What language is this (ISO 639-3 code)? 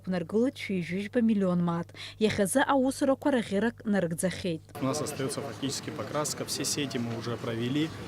abk